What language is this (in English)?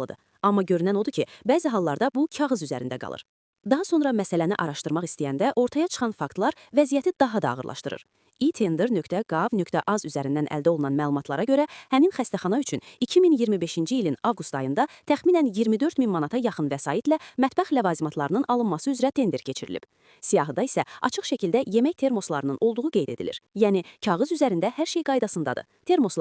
Azerbaijani